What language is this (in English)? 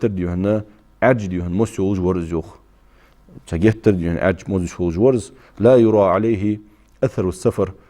Ingush